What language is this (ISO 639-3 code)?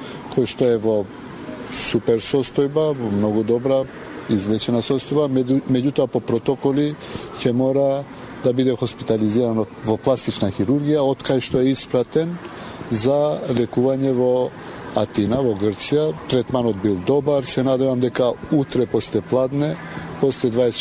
mkd